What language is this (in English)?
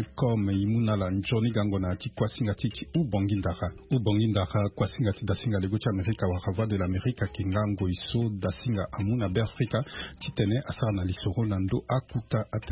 Sango